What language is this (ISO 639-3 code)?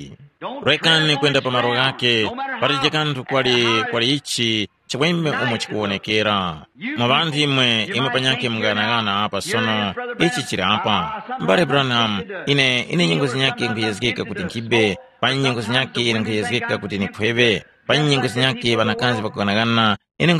tum